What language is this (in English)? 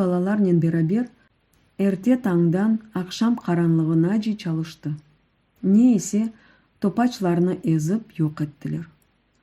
Crimean Tatar